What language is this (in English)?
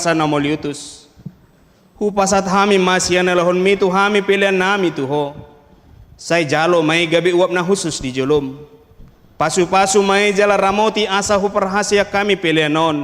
Batak Toba